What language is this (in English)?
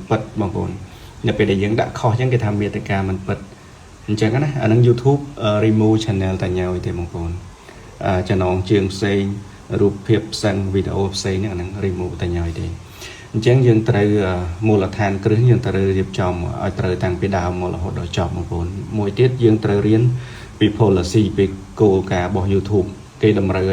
Khmer